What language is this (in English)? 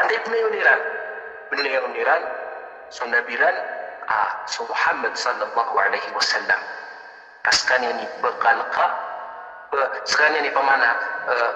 Maranao